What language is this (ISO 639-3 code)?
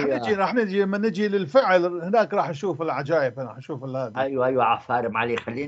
apc